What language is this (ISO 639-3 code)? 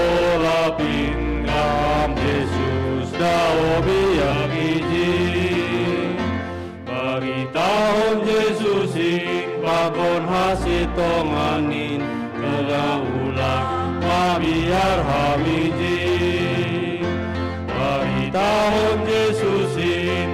bts